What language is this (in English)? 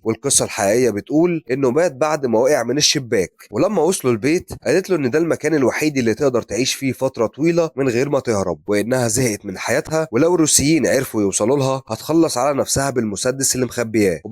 Egyptian Arabic